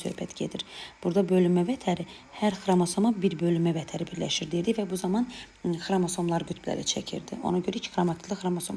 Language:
Azerbaijani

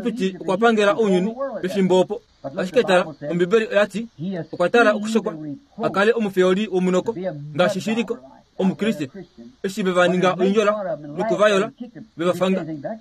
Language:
Kuanyama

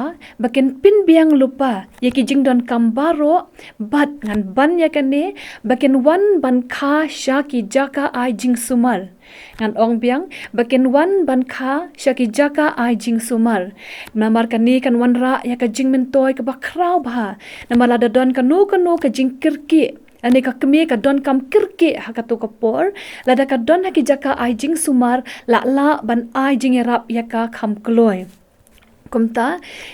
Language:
Khasi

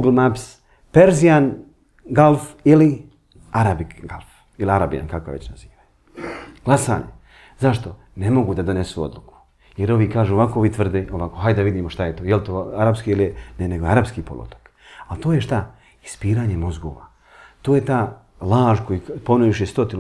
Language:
Bosnian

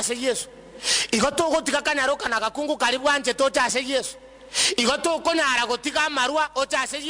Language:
Gusii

